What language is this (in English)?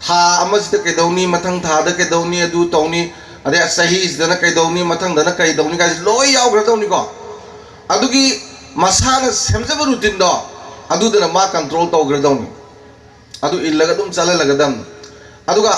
Manipuri